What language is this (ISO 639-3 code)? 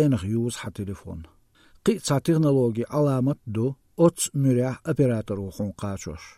aze